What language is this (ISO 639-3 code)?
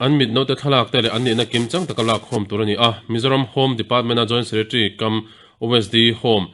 lus